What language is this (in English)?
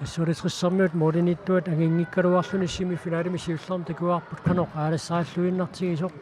Kalaallisut